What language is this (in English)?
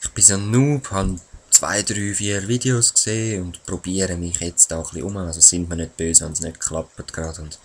Swiss German